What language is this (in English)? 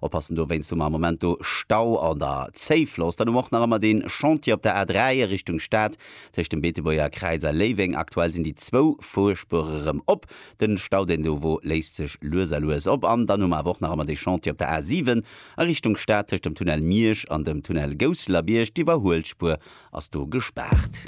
Luxembourgish